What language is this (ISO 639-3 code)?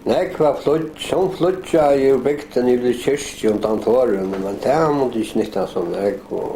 fao